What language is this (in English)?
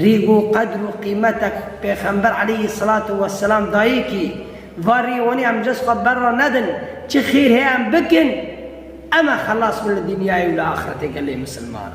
Kurdish